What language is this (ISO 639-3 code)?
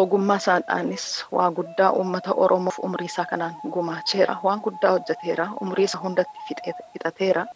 orm